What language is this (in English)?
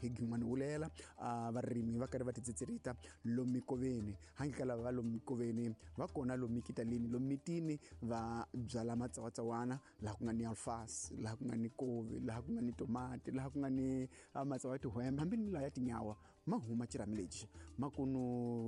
Tsonga